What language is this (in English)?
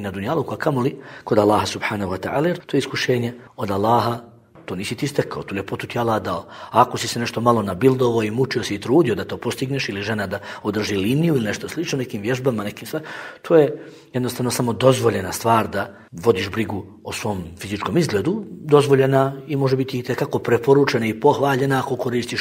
Bosnian